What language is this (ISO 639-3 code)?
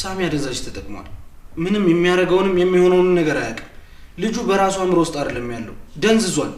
amh